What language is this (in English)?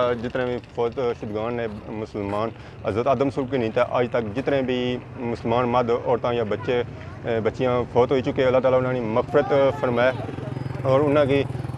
Pahari-Potwari